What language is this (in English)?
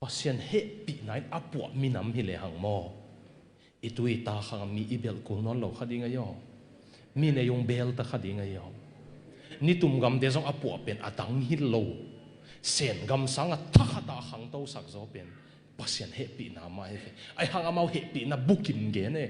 Tedim Chin